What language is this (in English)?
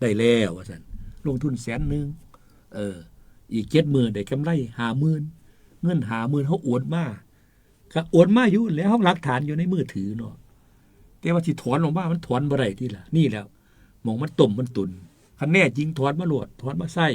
Northeastern Thai